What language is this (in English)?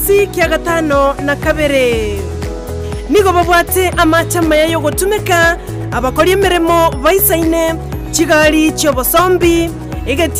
Gusii